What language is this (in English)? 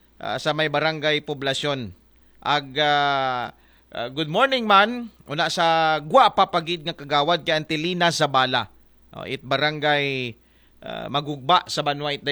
Aklanon